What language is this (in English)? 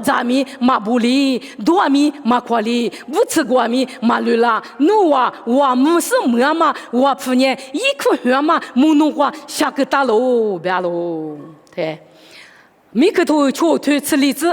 Lisu